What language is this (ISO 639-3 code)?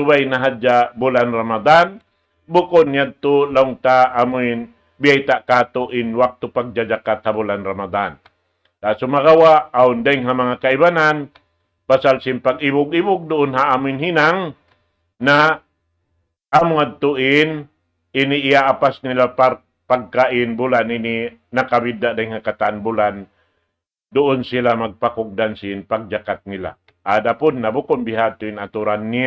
tsg